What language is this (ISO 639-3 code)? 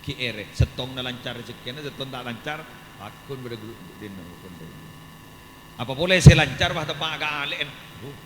mad